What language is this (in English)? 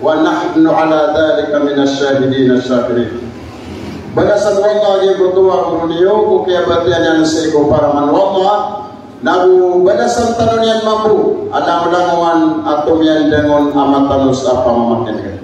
Maranao